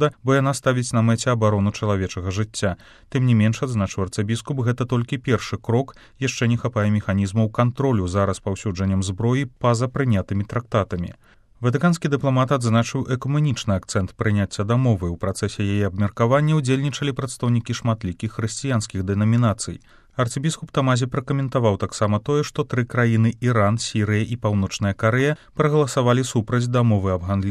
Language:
Belarusian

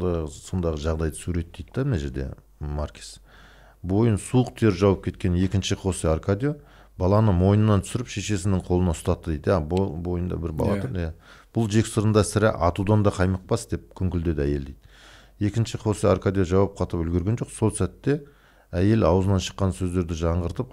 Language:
Kazakh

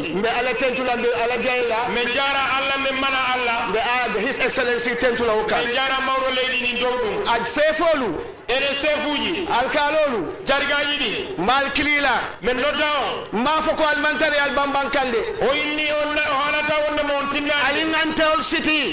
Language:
Fula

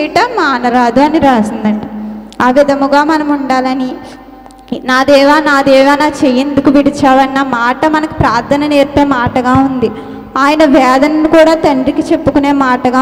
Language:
Telugu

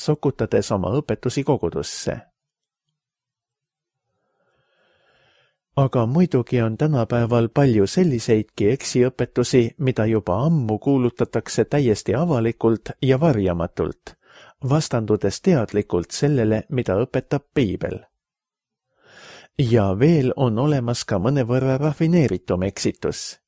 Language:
Estonian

